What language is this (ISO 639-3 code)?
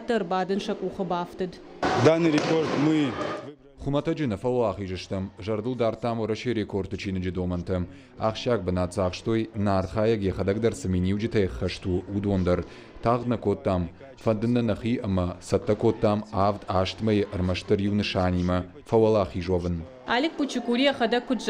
oss